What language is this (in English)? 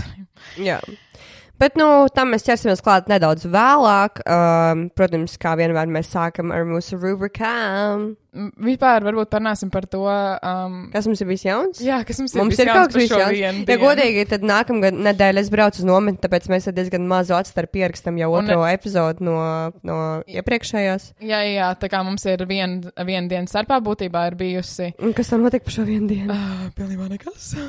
Latvian